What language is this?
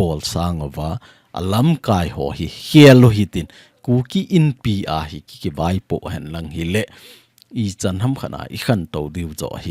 Thado Chin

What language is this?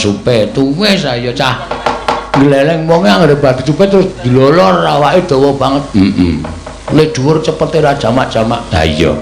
Javanese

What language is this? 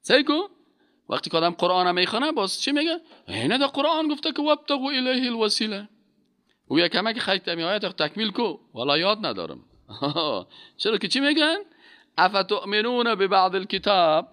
Persian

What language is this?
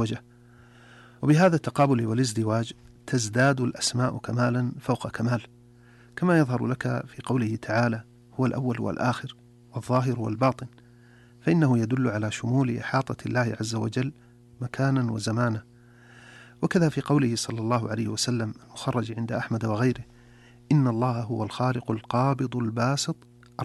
Arabic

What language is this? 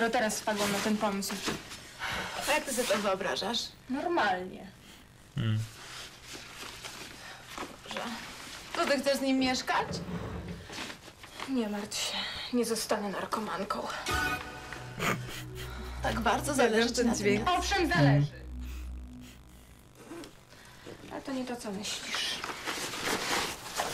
Polish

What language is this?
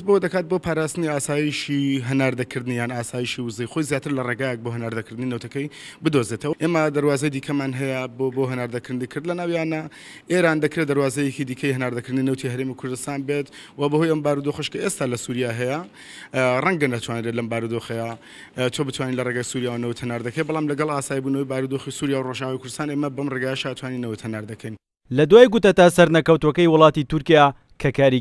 Central Kurdish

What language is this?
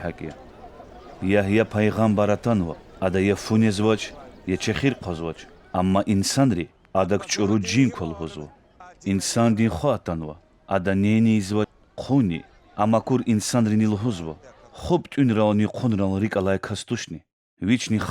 Lezghian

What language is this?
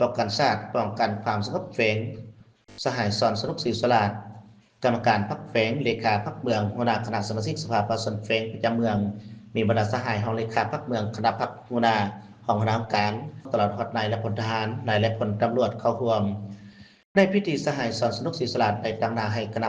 Lao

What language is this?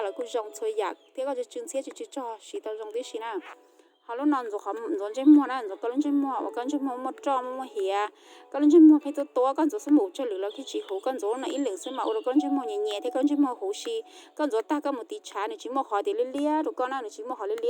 Hmong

